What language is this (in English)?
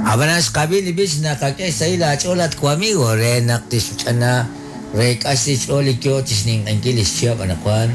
Kekchí